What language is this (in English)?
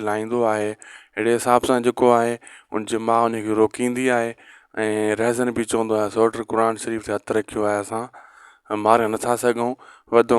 Sindhi